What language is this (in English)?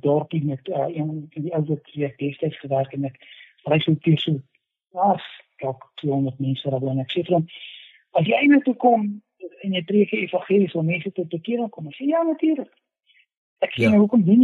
Afrikaans